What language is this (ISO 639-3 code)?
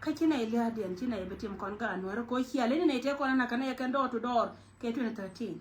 nus